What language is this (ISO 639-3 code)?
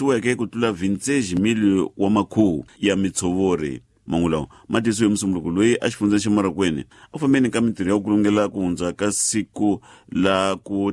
tso